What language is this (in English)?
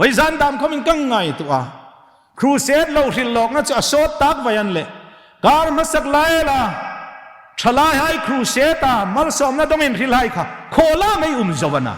Hmar